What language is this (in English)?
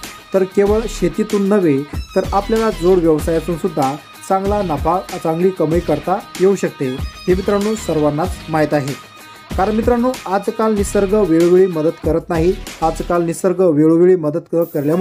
Marathi